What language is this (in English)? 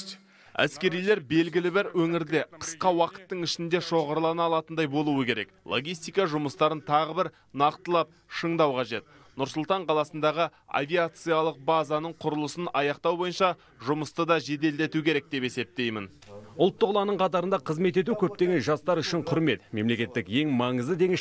Kazakh